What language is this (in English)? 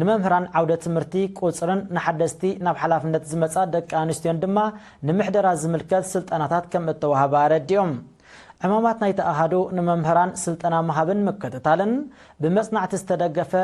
Tigrinya